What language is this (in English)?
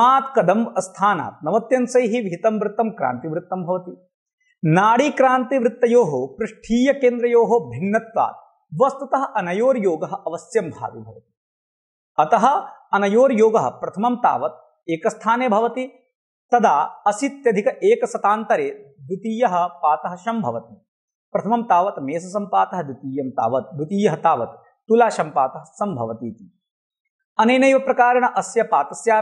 Sanskrit